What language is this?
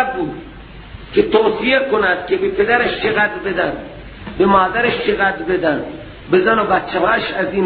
Persian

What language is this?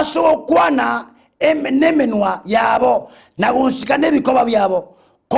Gusii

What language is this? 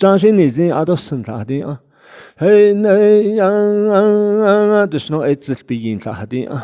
Navajo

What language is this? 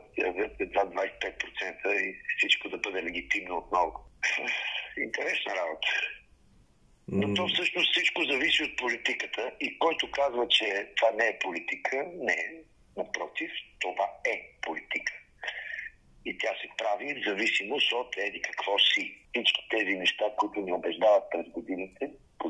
Bulgarian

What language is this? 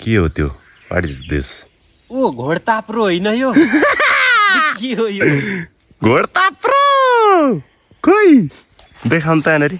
Nepali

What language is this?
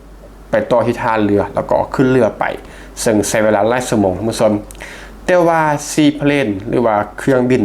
Lao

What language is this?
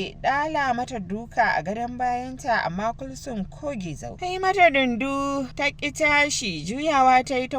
Hausa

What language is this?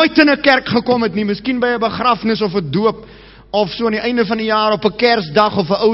Afrikaans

